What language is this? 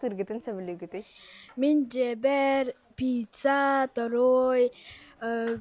Yakut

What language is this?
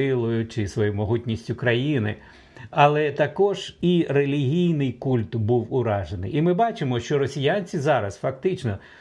Ukrainian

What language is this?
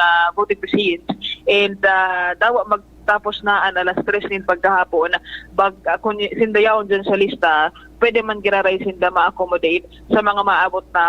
Bikol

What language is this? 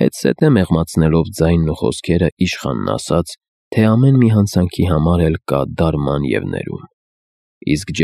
Armenian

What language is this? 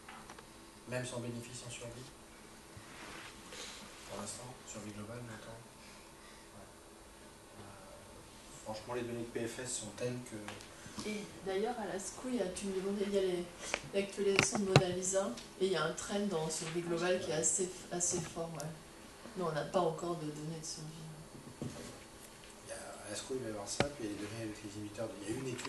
French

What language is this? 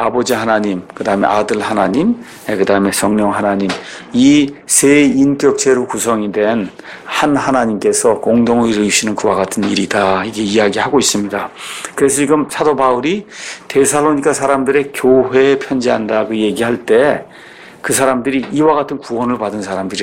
Korean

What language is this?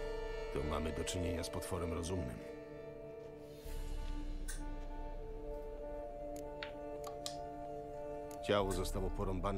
Polish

